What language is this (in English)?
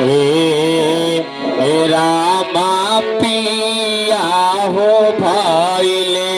Magahi